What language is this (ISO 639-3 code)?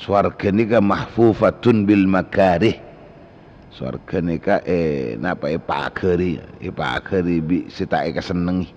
mad